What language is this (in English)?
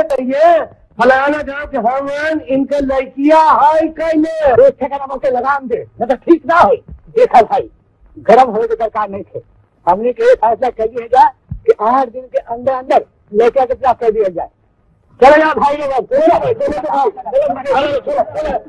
Bhojpuri